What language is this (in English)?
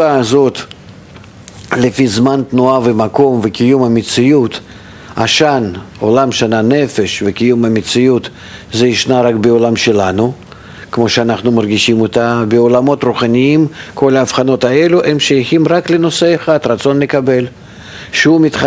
Hebrew